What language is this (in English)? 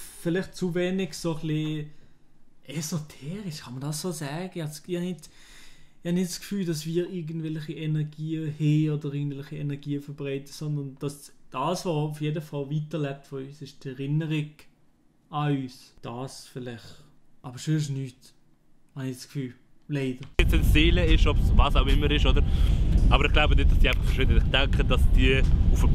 Swiss German